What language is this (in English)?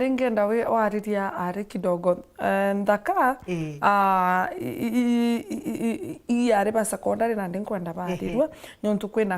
Meru